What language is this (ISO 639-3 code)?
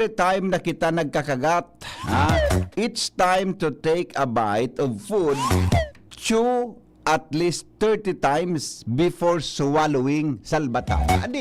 bik